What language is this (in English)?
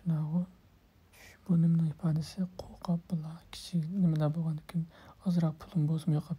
Uyghur